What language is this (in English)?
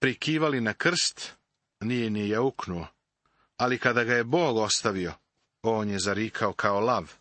Serbian